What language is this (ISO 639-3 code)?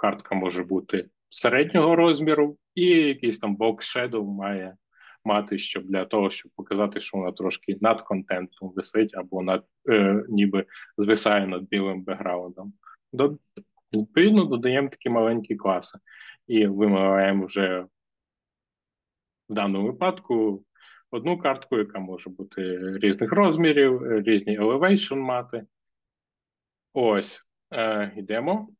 ukr